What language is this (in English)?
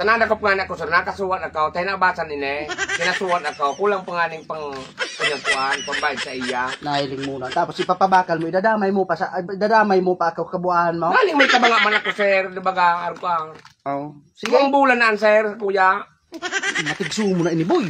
Bikol